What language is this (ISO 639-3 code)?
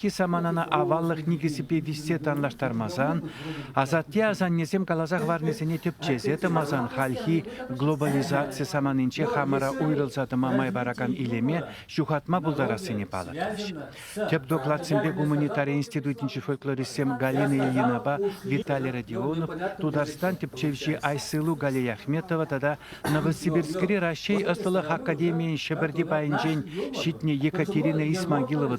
chv